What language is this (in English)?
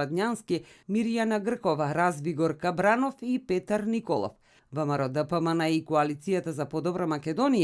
Macedonian